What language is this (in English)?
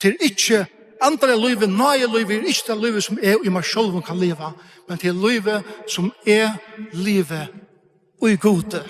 Faroese